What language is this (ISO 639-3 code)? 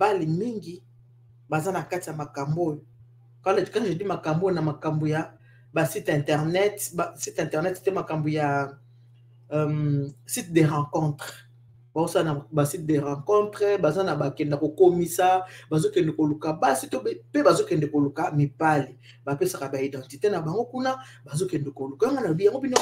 lin